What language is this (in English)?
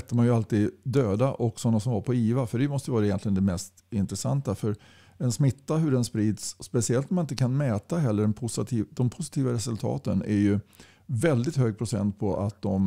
Swedish